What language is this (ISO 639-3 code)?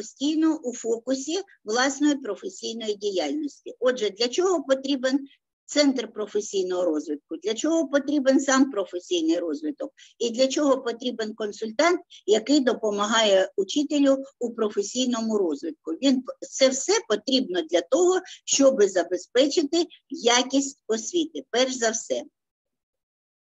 ukr